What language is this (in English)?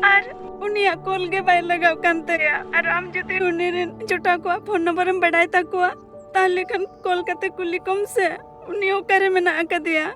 Santali